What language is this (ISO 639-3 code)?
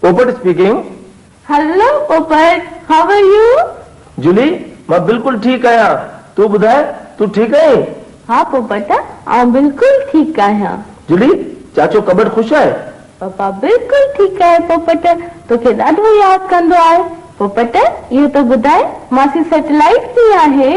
snd